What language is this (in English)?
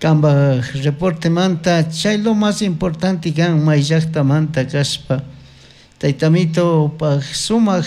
Chimborazo Highland Quichua